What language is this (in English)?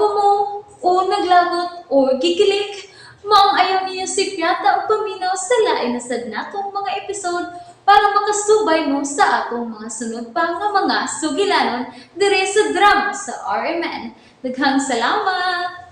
Cebuano